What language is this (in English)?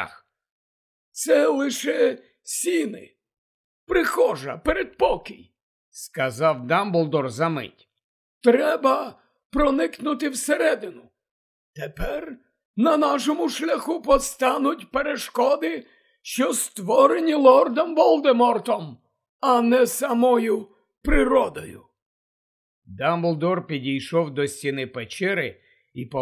Ukrainian